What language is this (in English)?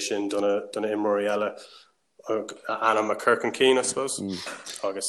Irish